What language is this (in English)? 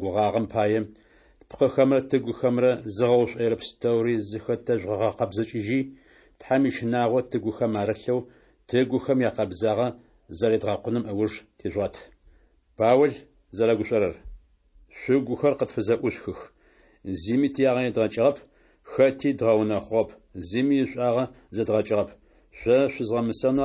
Adyghe